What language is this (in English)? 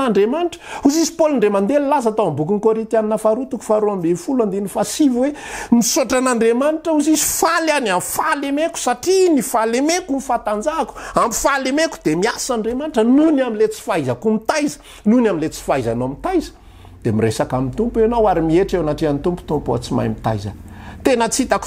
Malagasy